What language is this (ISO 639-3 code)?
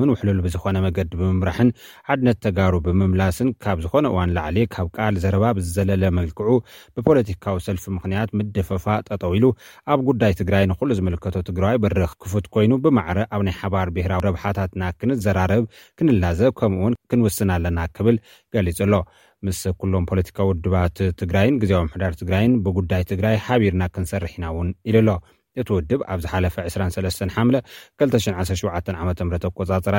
tir